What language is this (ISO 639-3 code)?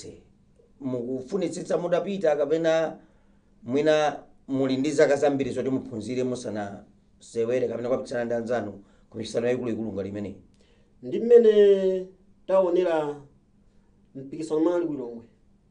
nya